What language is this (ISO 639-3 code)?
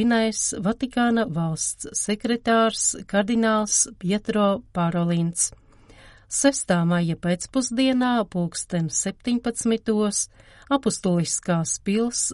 lav